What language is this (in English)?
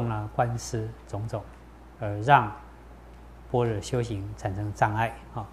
Chinese